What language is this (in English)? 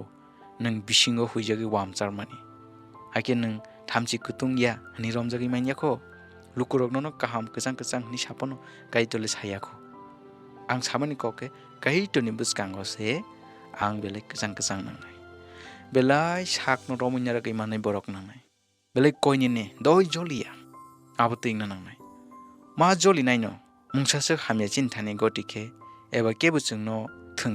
Kok Borok